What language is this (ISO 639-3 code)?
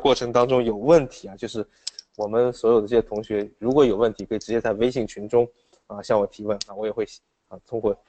zho